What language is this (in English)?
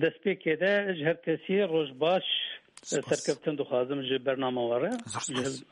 Kurdish